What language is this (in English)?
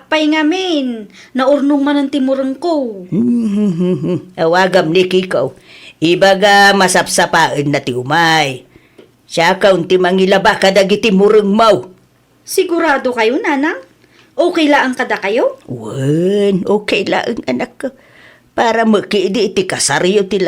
Iloko